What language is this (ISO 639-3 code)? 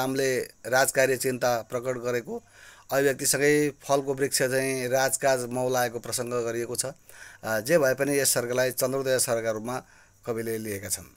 nep